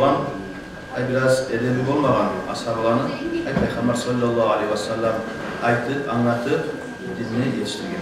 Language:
Kumyk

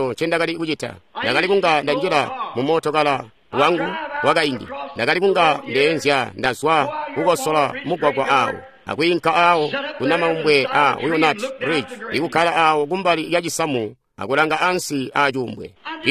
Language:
Tonga (Zambia)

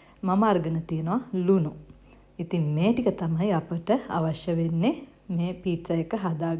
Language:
Sinhala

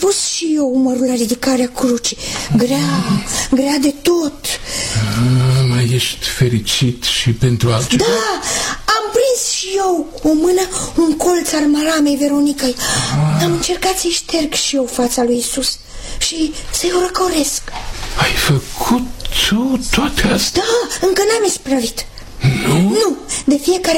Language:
Romanian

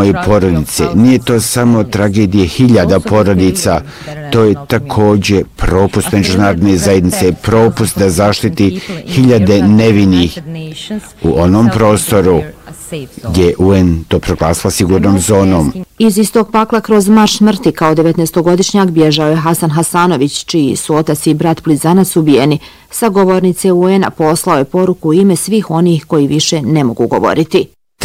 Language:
Bosnian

